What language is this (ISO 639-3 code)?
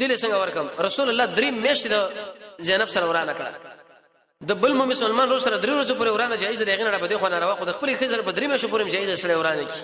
pus